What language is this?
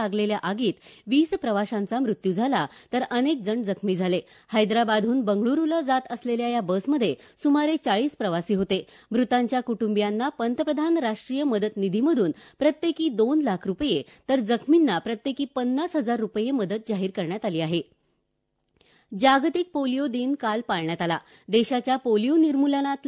Marathi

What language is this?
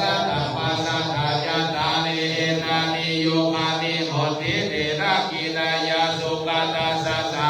Pali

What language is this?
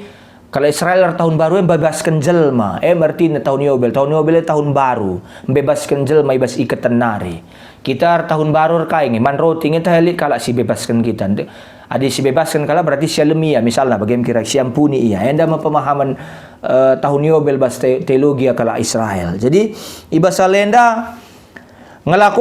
Batak Karo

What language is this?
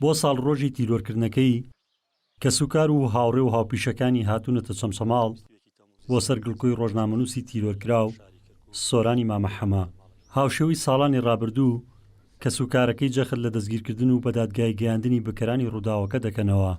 Central Kurdish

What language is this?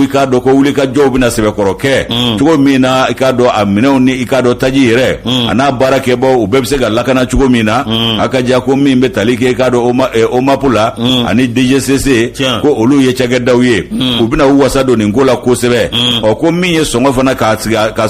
Bambara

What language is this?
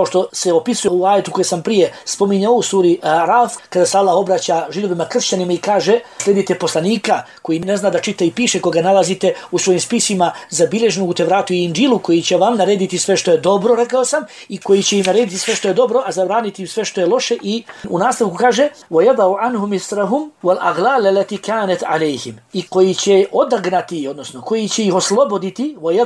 Bosnian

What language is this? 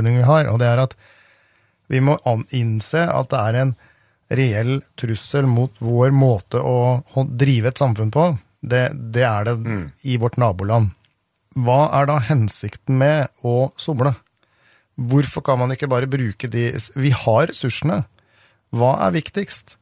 Norwegian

